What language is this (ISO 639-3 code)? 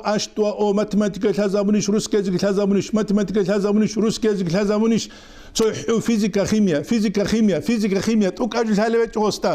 ava